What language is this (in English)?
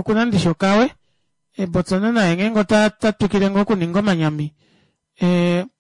Kuanyama